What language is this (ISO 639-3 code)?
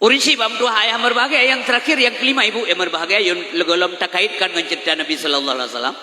ace